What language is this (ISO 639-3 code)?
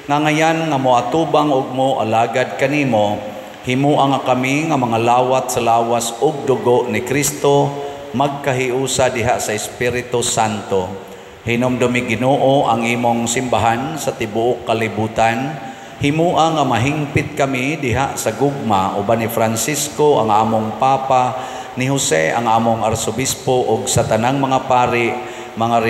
ceb